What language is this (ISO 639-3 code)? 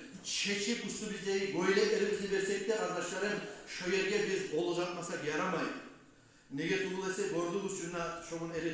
kum